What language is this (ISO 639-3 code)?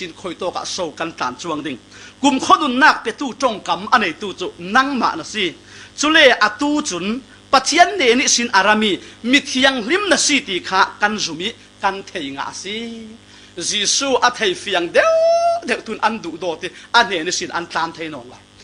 cfm